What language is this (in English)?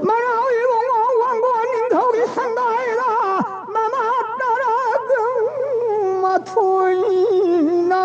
Manipuri